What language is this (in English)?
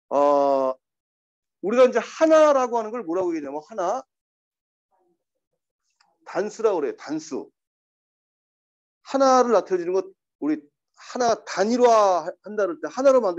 Korean